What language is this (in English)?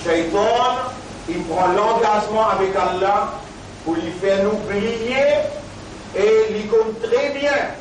Morisyen